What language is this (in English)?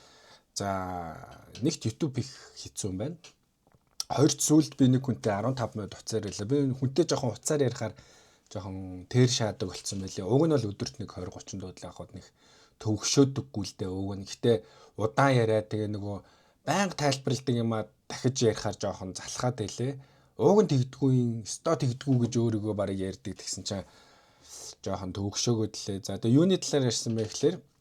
Mongolian